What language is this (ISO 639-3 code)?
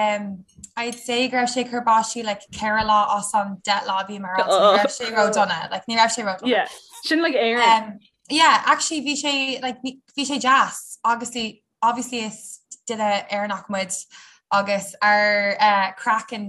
gle